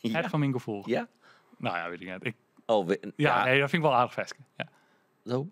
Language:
Western Frisian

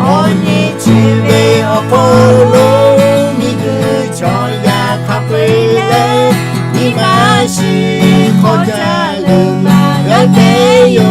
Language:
Lahu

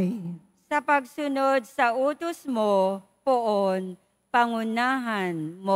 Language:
Filipino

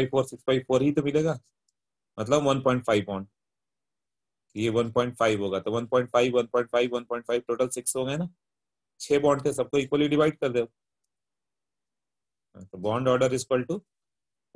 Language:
Hindi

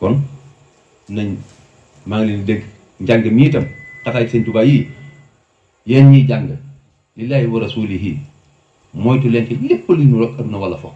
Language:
Wolof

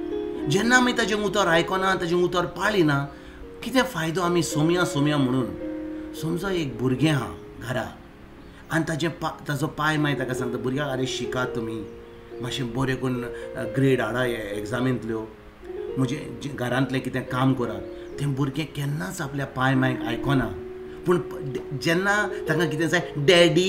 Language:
Konkani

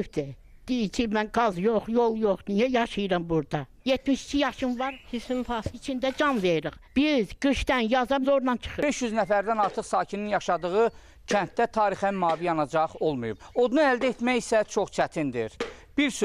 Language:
Azerbaijani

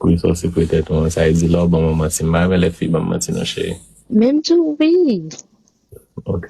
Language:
Haitian Creole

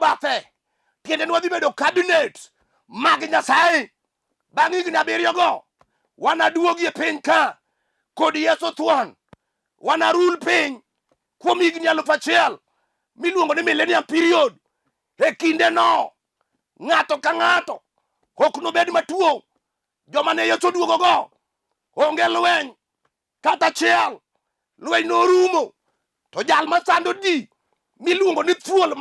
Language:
Luo (Kenya and Tanzania)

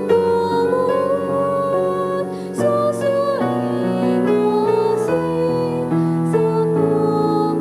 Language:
Bikol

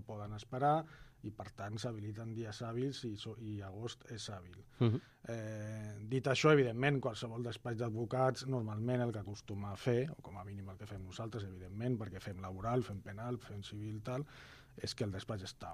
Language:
Catalan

